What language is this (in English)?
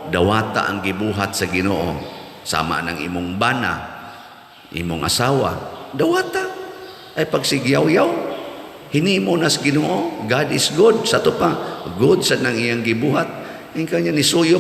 Cebuano